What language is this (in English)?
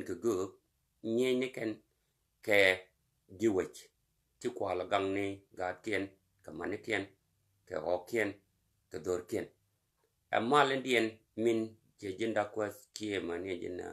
Nuer